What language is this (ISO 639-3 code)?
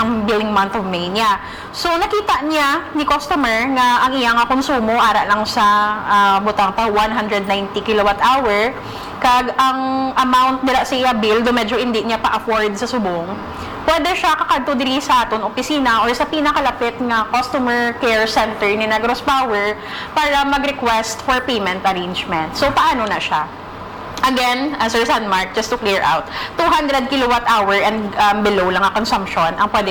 hil